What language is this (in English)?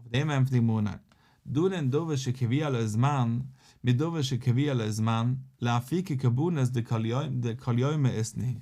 Yiddish